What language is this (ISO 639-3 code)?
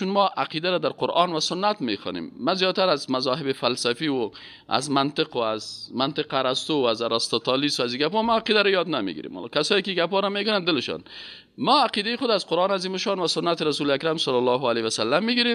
fas